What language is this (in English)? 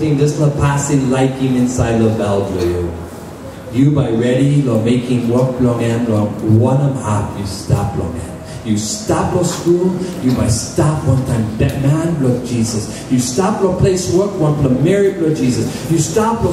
Tok Pisin